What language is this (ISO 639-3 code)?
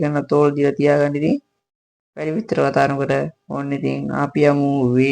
sin